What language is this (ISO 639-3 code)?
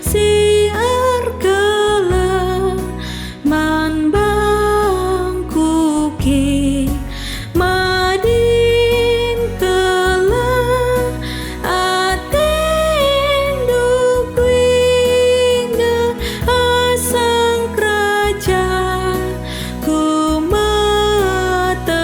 btx